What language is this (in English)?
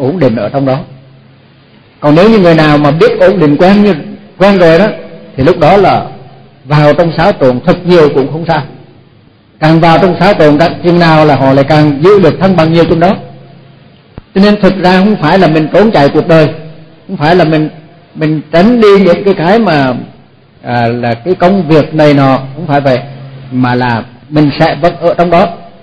Vietnamese